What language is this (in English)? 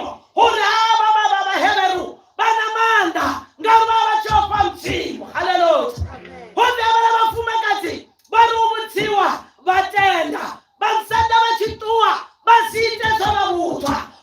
Venda